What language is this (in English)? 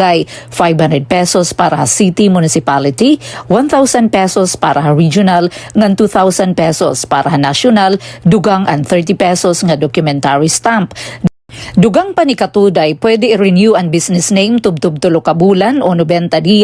Waray